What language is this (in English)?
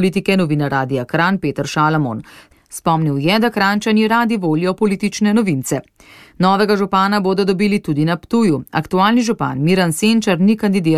Slovenian